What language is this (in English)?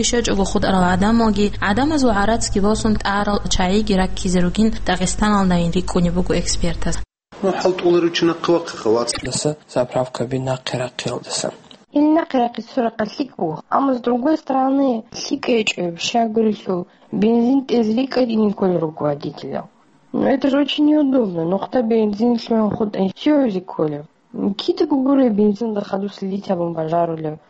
Avaric